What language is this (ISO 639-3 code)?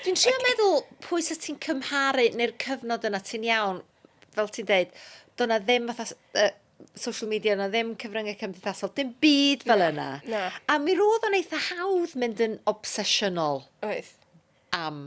cym